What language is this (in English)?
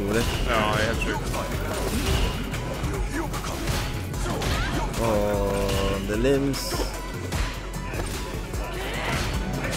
Norwegian